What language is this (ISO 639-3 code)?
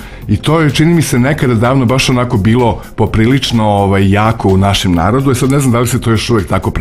srp